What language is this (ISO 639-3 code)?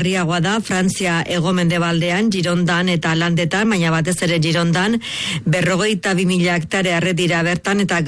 eus